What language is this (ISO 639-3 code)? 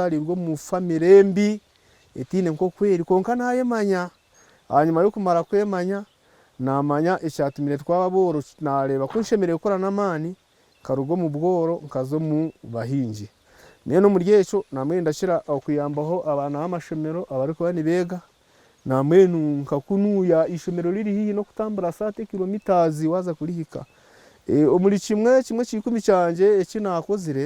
nyn